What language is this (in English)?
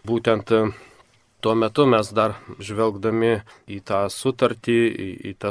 Lithuanian